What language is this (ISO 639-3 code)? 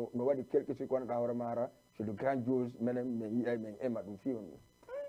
ful